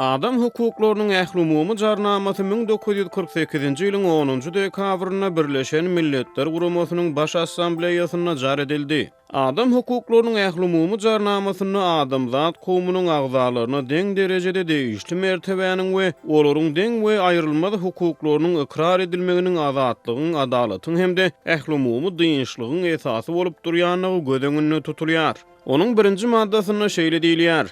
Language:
Turkmen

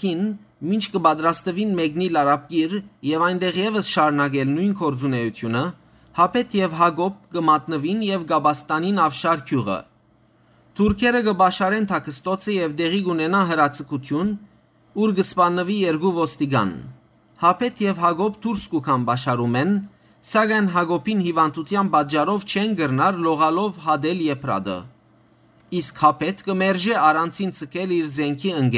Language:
Western Armenian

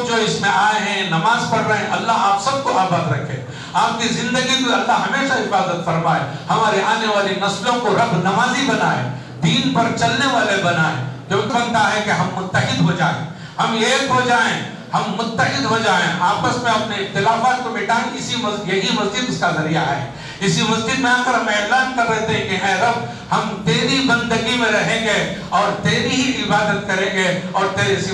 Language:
Urdu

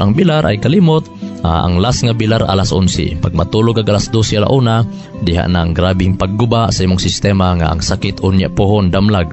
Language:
Cebuano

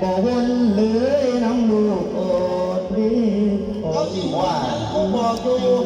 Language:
Northeastern Thai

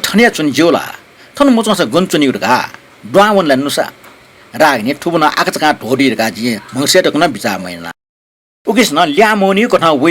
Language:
Newari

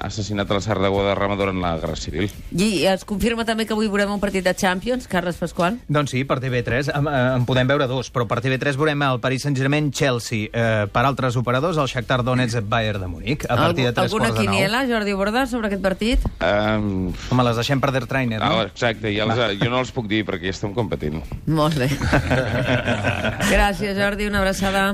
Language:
Catalan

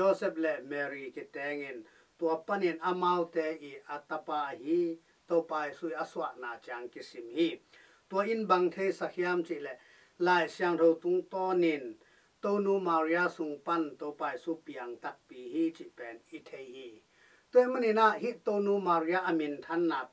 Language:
Tedim Chin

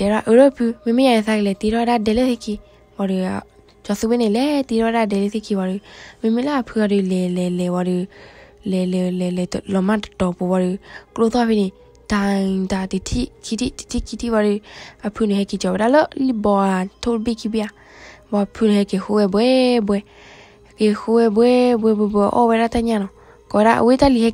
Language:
S'gaw Karen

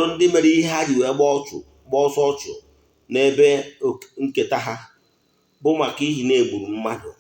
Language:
Igbo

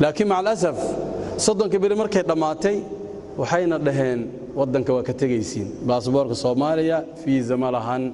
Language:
Somali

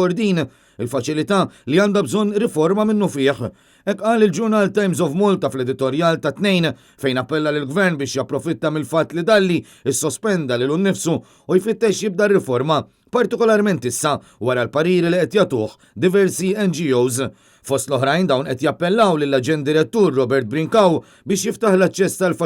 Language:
Maltese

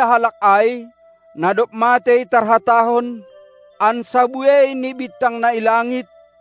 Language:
Batak Simalungun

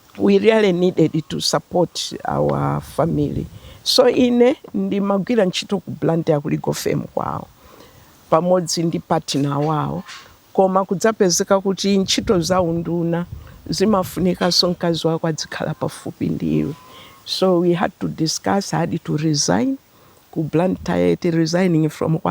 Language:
Nyanja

